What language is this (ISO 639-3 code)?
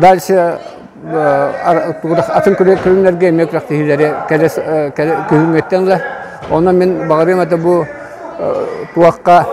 sah